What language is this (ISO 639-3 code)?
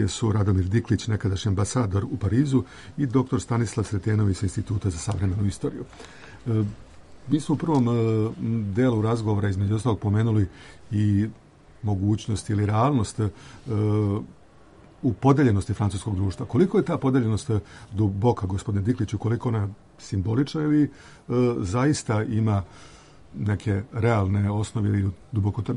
srp